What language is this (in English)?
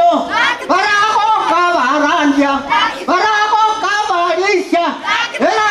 Gusii